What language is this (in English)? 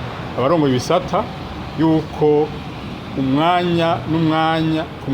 Rundi